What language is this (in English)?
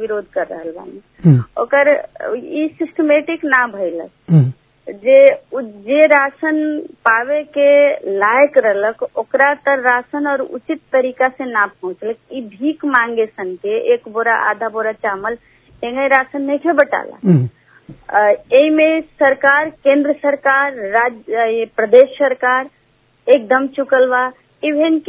Bhojpuri